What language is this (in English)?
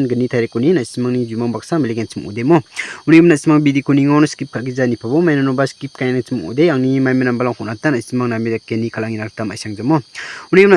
Garo